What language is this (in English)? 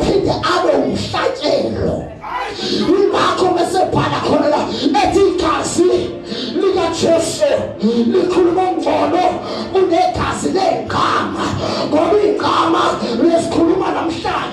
Zulu